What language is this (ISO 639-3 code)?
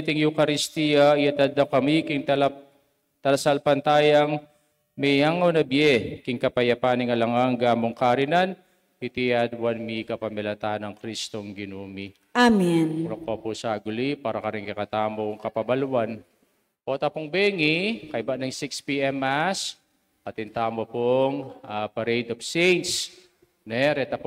pam